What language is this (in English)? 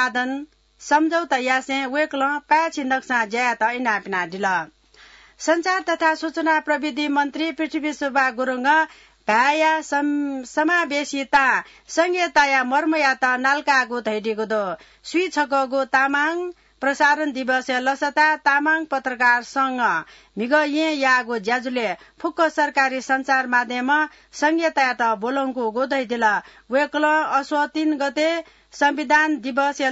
Newari